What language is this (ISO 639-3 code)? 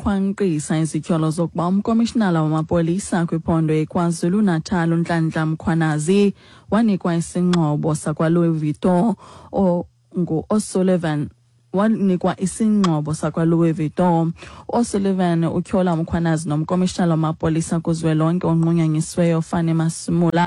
xho